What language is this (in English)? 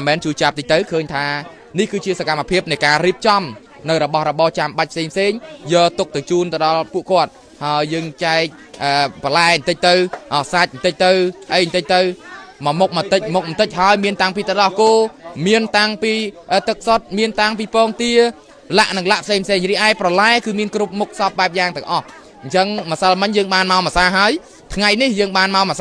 Khmer